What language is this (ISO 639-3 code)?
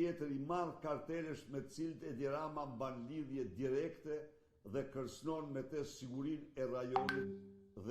sqi